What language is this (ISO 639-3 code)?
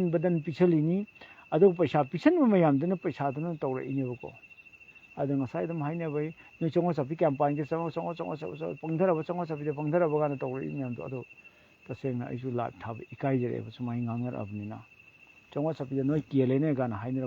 mni